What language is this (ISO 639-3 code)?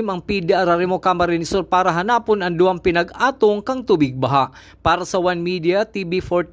bik